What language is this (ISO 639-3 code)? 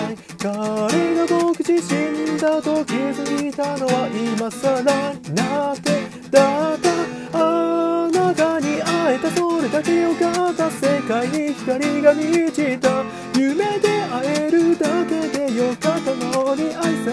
jpn